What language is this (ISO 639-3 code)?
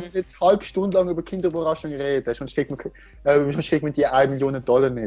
gsw